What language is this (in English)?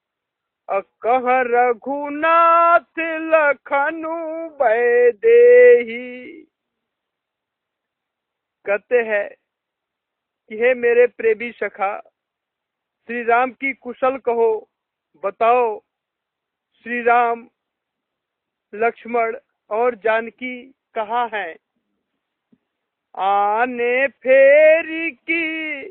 Hindi